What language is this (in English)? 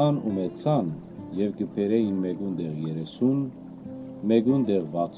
Western Armenian